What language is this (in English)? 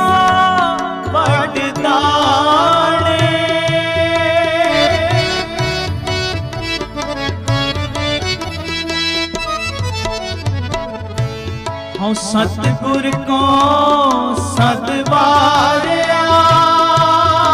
Punjabi